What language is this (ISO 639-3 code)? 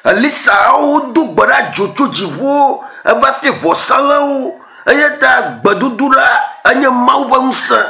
ewe